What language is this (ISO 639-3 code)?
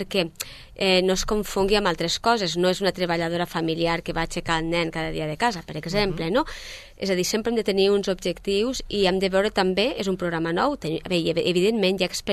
cat